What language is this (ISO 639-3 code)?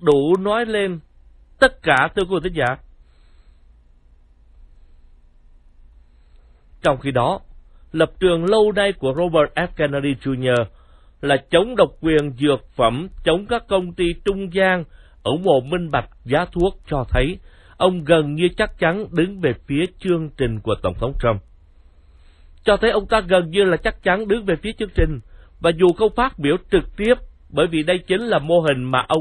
vie